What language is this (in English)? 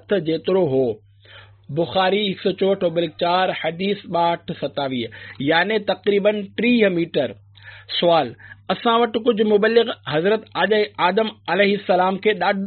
Sindhi